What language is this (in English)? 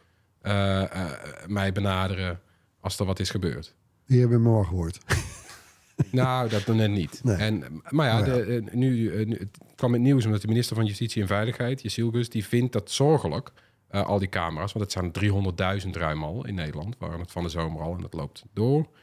Dutch